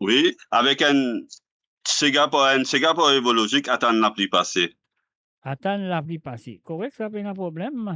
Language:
Morisyen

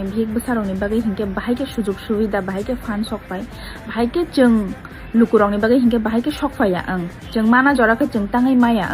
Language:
Kok Borok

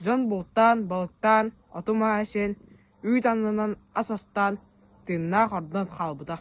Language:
Yakut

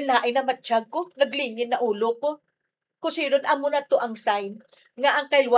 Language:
Hiligaynon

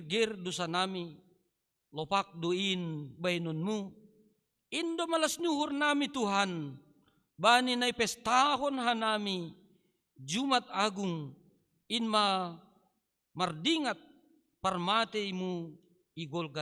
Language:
Batak Simalungun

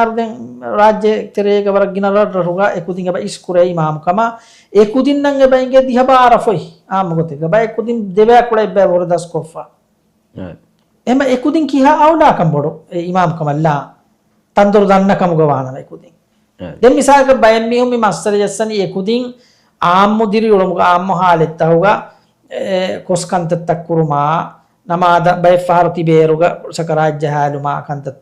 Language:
Divehi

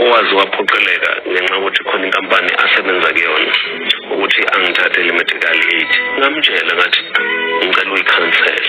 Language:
Zulu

